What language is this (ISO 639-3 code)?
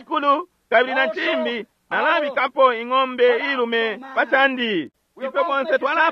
bem